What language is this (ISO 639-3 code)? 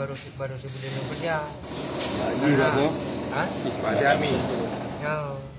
ace